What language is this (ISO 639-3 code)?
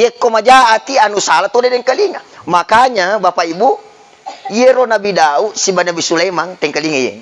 bug